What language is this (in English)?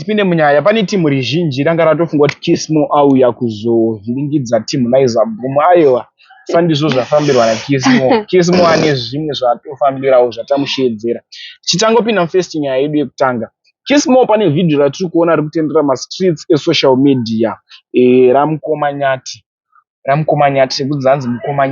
Shona